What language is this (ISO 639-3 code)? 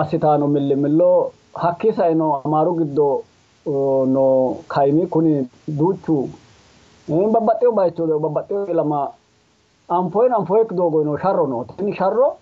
sid